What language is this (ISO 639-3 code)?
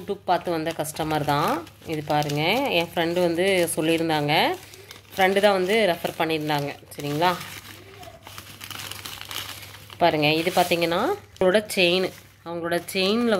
tam